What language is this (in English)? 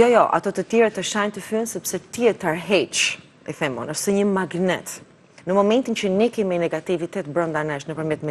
Albanian